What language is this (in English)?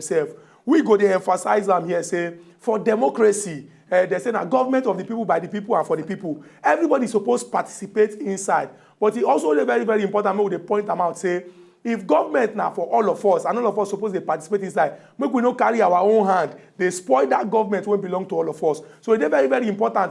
Nigerian Pidgin